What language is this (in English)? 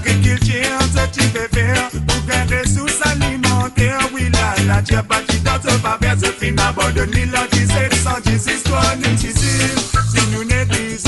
Morisyen